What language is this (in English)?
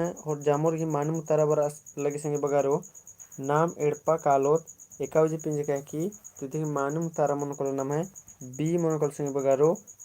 Kurukh